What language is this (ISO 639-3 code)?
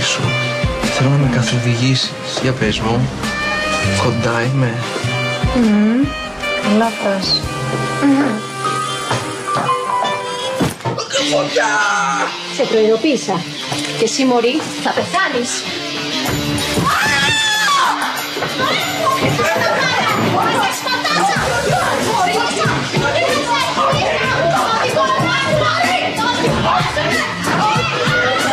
ell